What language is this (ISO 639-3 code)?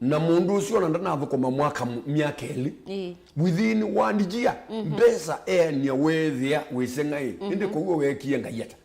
kam